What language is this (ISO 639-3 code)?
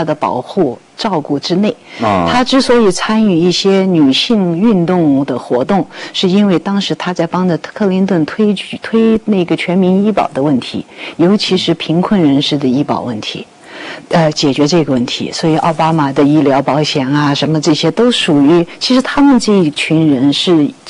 zho